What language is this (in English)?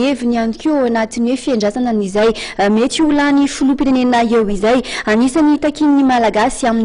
Malagasy